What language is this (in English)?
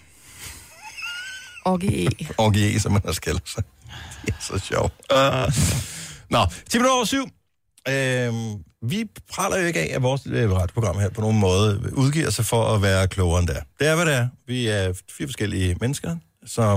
Danish